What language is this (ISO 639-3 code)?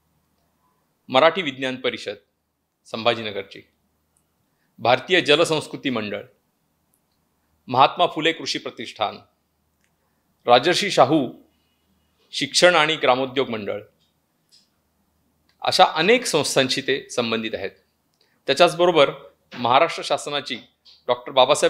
mar